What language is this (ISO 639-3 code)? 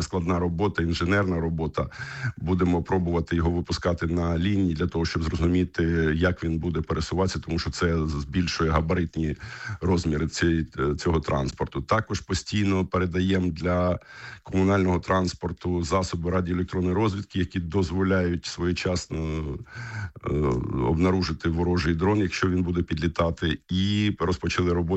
ukr